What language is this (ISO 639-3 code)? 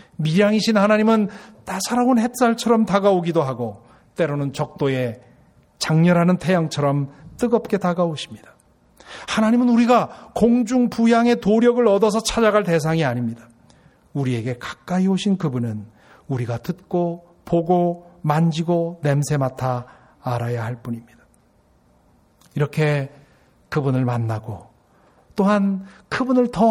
kor